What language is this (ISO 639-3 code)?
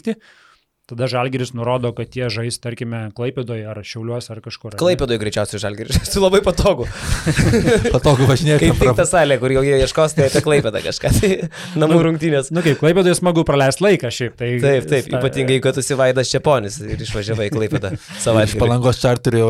lit